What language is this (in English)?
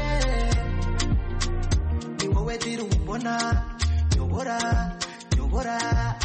Kinyarwanda